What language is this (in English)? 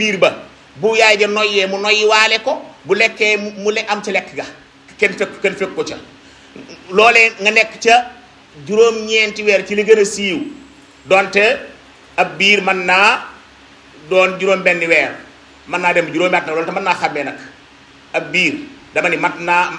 Wolof